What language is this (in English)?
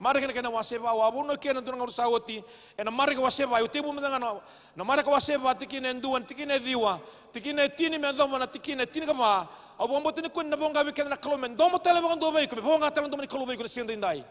Fijian